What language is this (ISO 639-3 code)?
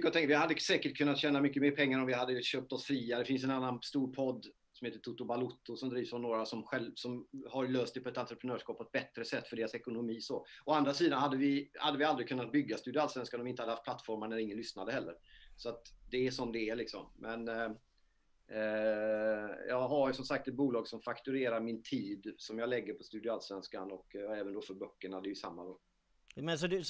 swe